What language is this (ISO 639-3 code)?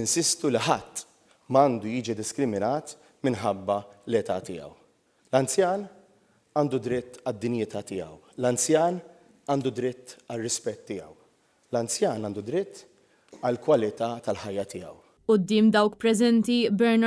mlt